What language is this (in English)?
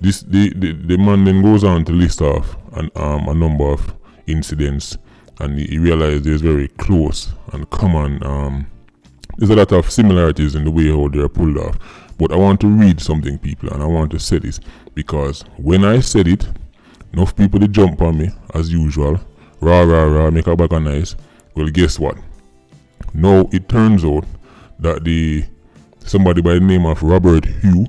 Jamaican Creole English